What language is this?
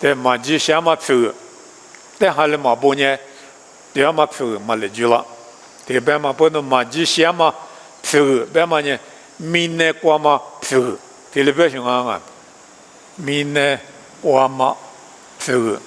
Lisu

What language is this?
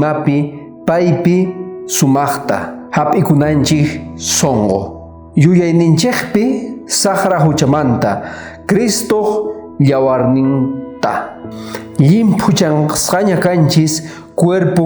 South Bolivian Quechua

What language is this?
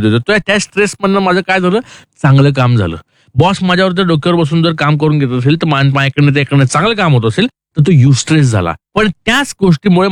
Marathi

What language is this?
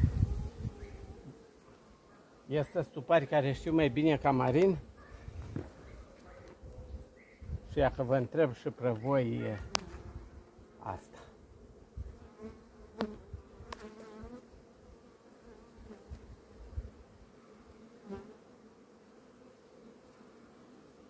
Romanian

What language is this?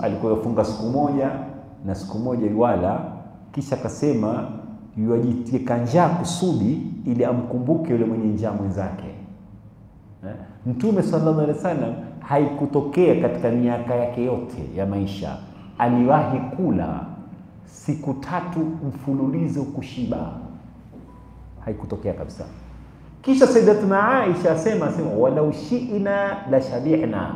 Swahili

